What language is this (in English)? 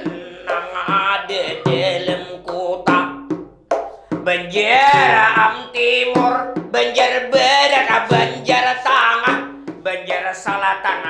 Banjar